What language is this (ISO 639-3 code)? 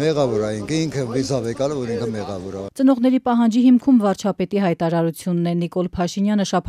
hye